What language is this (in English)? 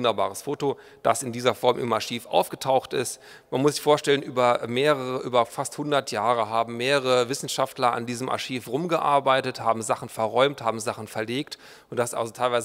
German